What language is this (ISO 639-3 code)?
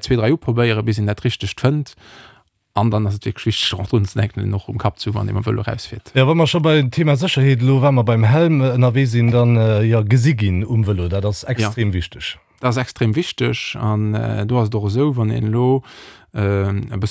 ltz